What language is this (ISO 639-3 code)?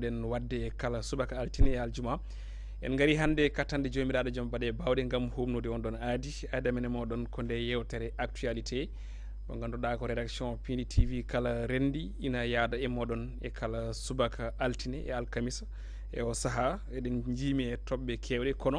ful